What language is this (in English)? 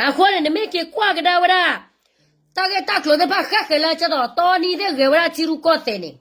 S'gaw Karen